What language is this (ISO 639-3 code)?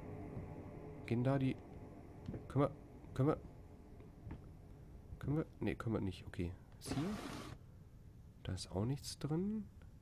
deu